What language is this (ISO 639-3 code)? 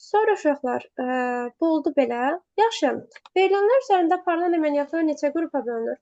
aze